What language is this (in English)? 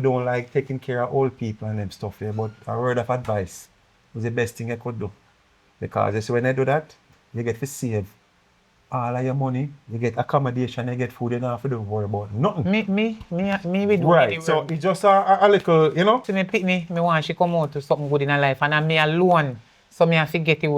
Jamaican Creole English